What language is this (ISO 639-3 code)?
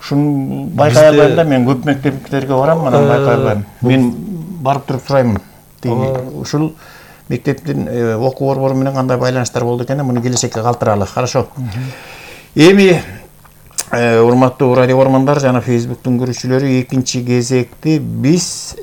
kir